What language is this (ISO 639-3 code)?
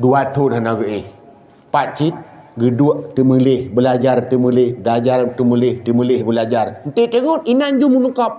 ace